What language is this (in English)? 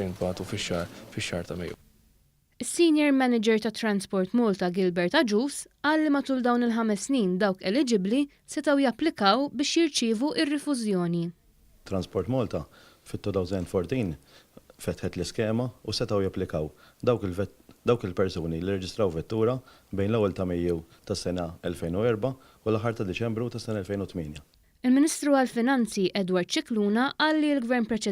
Maltese